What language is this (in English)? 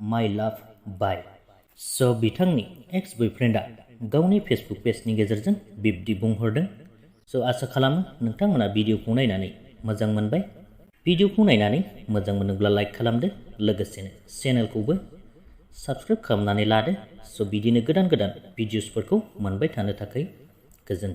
Bodo